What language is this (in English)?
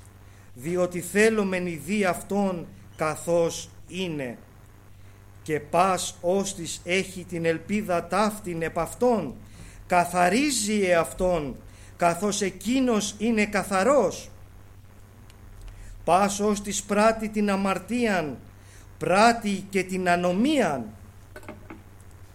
Greek